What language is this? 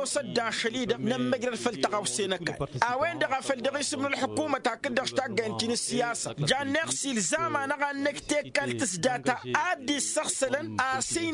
Tamasheq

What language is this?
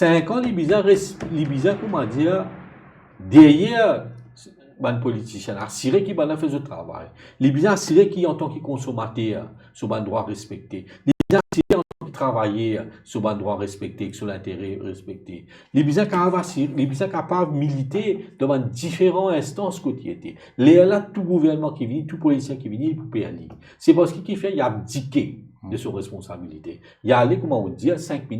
Morisyen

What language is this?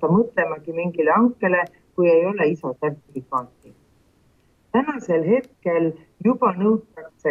Estonian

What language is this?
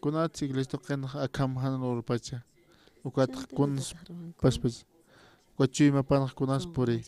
Aymara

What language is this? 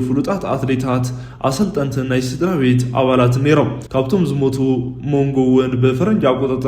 Tigrinya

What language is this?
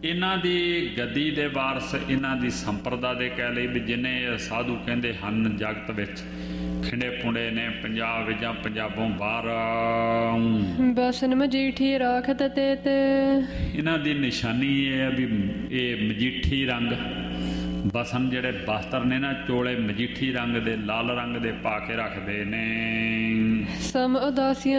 Punjabi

